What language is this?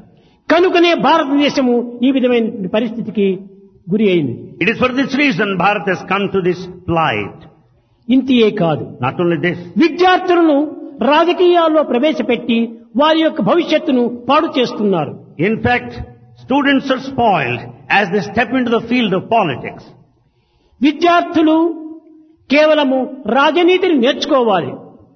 Telugu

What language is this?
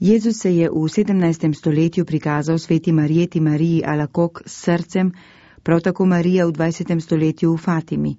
Slovenian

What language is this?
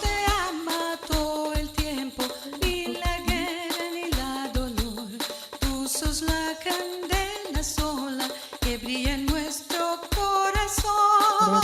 Ladino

